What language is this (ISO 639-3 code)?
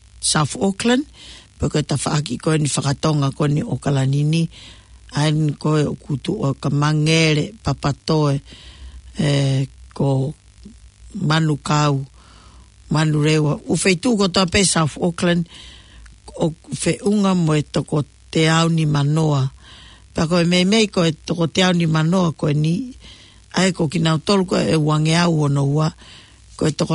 ton